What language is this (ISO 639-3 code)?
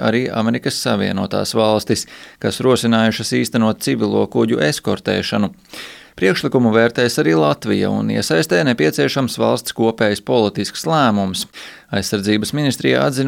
lav